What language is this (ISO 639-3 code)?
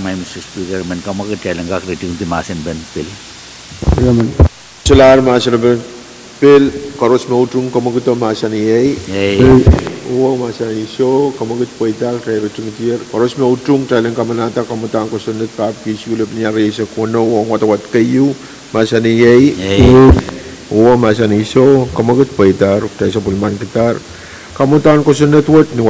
pon